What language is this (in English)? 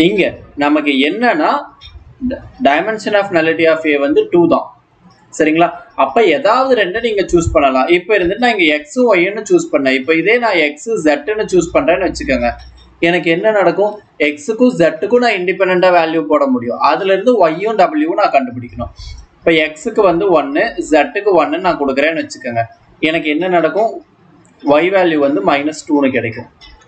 Tamil